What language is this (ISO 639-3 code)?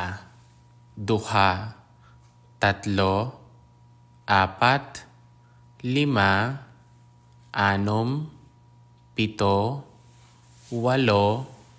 hil